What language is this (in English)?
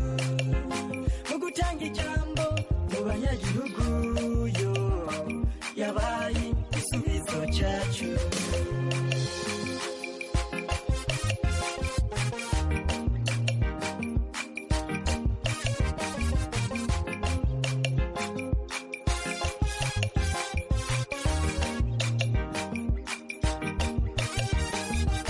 Kinyarwanda